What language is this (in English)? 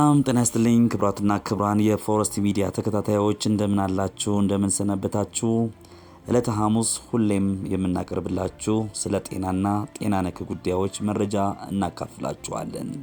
Amharic